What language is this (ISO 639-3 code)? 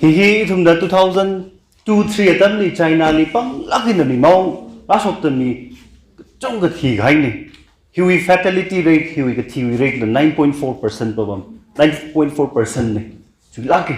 nmf